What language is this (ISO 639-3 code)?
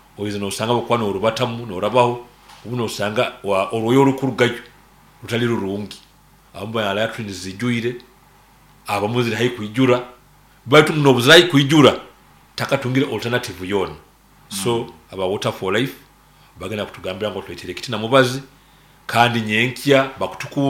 nyn